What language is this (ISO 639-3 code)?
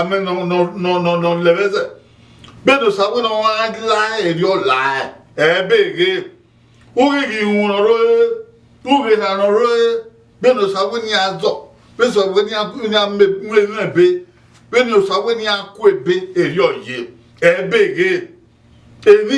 bin